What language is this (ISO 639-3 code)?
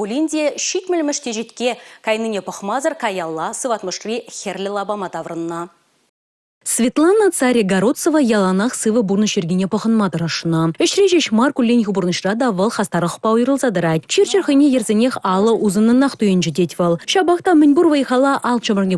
chv